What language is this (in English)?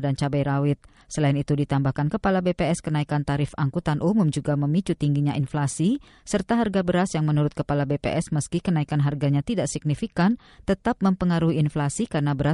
Indonesian